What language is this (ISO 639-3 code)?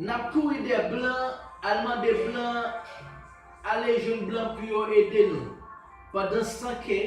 hat